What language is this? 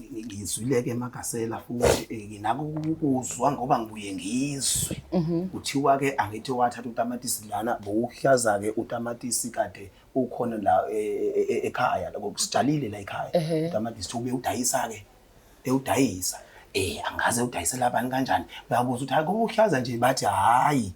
Zulu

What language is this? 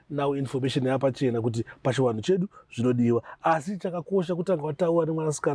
Shona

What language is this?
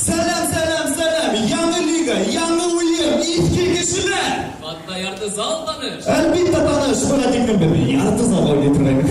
Bashkir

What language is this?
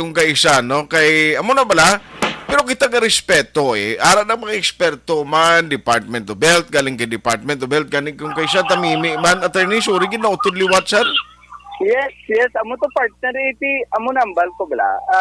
Hiligaynon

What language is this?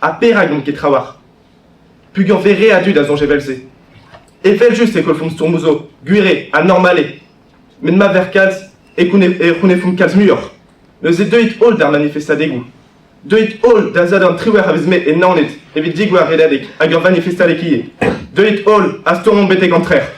Breton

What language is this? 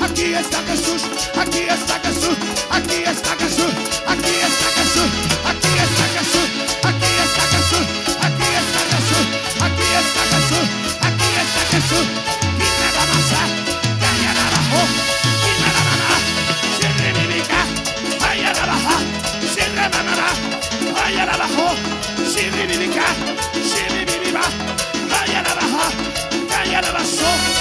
Spanish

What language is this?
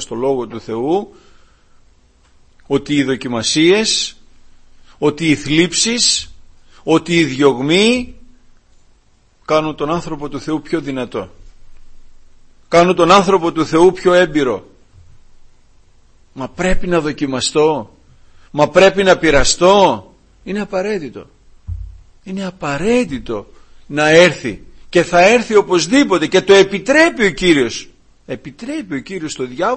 Greek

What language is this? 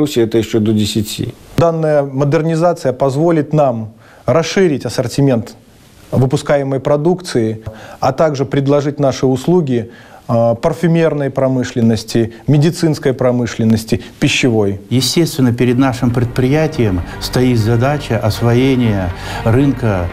Russian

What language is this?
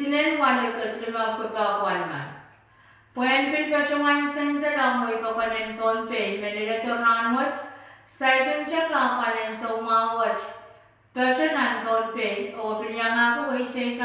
Pohnpeian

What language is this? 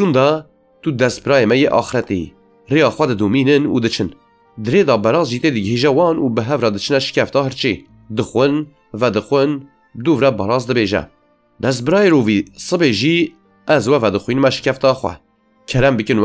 Kurdish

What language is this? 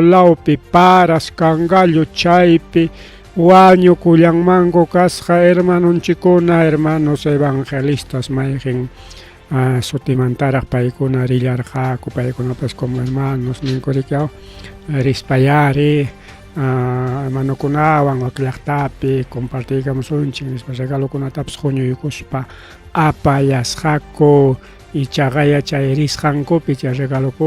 Ayacucho Quechua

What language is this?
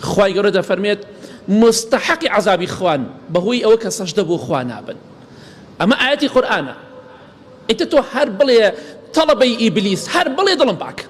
Central Kurdish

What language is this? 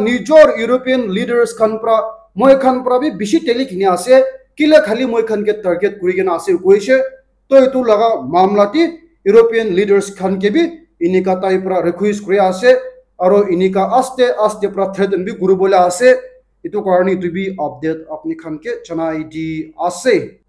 Naga Pidgin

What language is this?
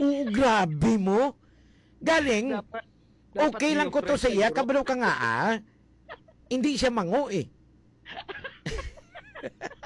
Hiligaynon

